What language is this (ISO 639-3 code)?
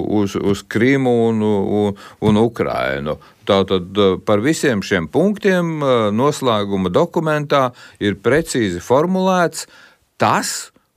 lav